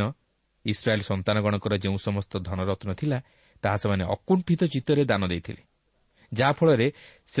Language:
Odia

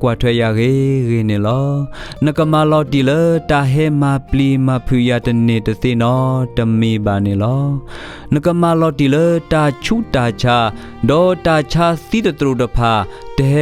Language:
S'gaw Karen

